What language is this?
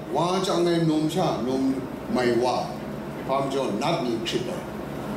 Kachin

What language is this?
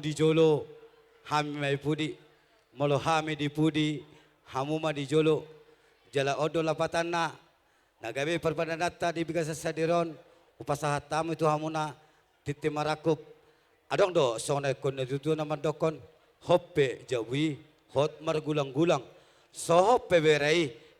Batak Toba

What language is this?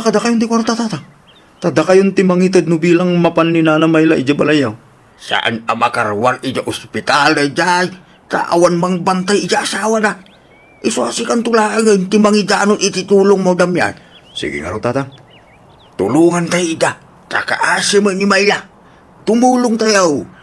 Iloko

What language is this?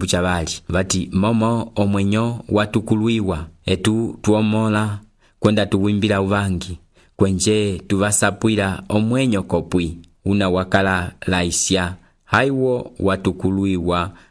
Umbundu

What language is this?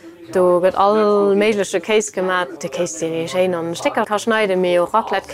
Luxembourgish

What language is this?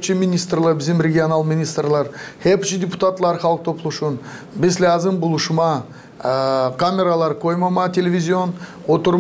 Gagauz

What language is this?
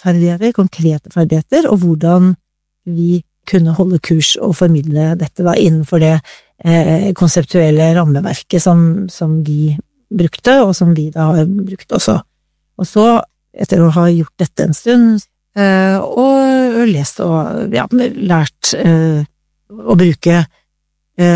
Norwegian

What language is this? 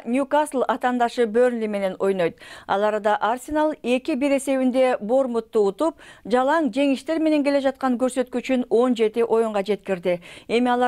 Kyrgyz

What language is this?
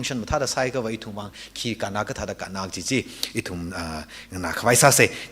Tangkhul Naga (India)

